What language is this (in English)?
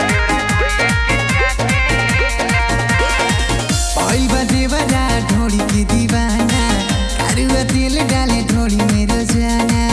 Bhojpuri